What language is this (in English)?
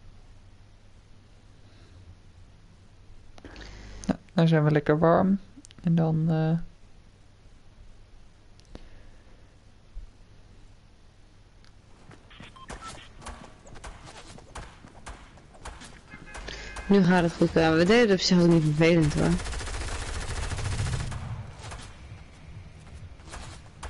Dutch